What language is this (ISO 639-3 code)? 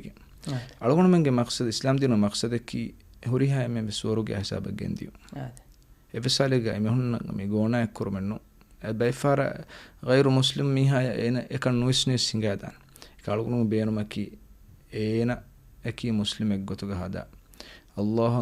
div